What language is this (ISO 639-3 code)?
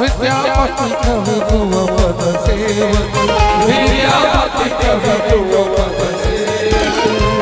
mai